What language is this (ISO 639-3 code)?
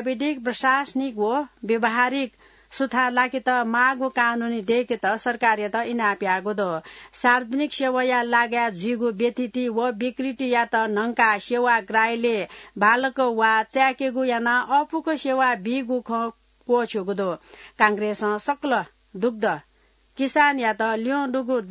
new